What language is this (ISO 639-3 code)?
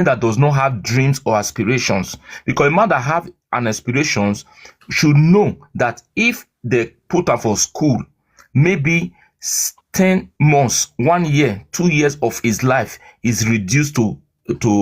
pcm